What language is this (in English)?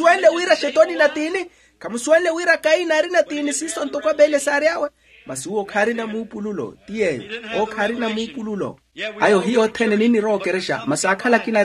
Makhuwa